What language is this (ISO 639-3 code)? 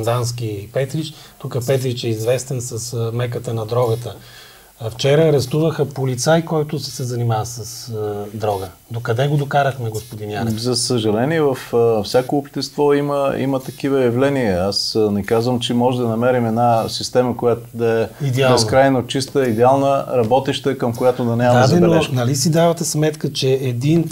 bul